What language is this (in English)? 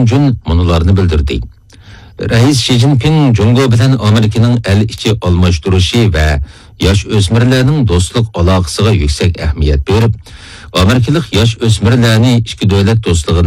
Uyghur